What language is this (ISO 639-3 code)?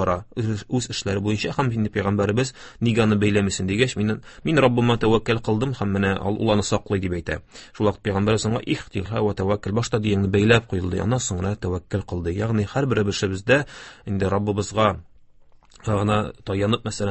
tat